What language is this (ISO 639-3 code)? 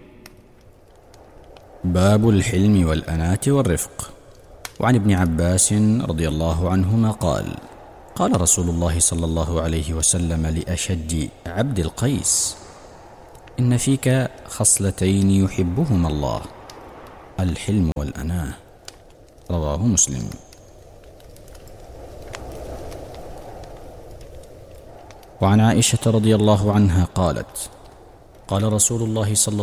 ara